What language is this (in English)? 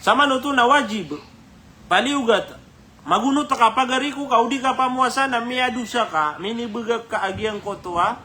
Maranao